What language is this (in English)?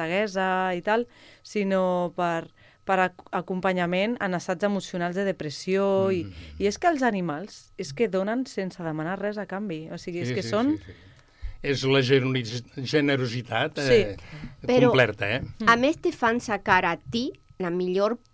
Catalan